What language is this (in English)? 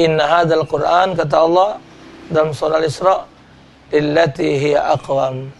Musi